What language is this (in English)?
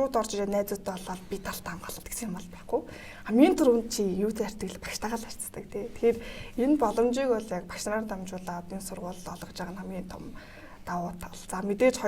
Mongolian